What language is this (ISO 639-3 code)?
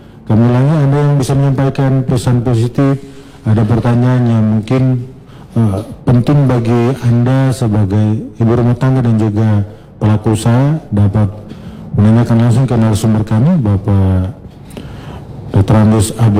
ind